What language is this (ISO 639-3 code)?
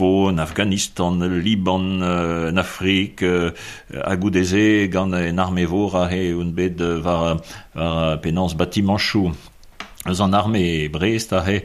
bre